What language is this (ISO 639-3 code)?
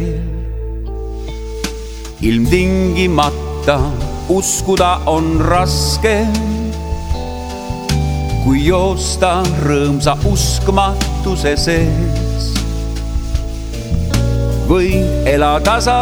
est